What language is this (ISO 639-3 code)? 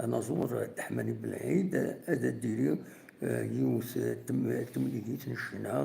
kab